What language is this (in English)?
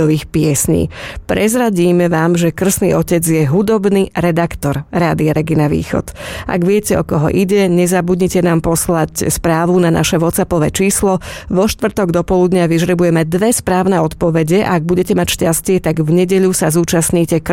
Slovak